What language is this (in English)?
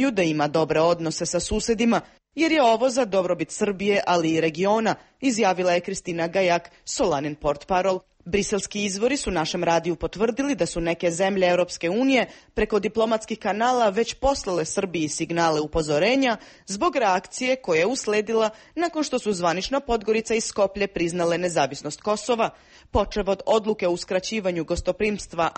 Serbian